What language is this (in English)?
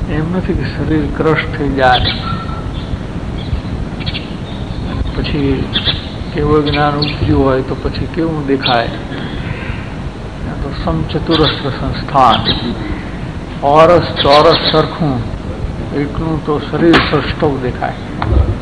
Gujarati